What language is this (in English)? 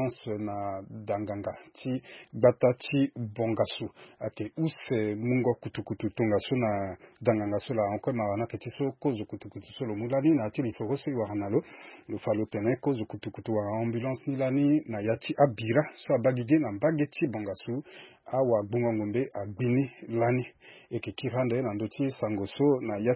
Sango